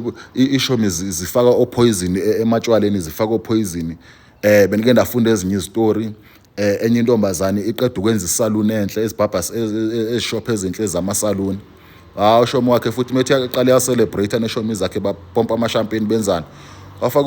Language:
Zulu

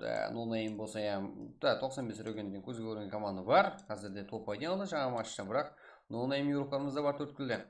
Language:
Kara-Kalpak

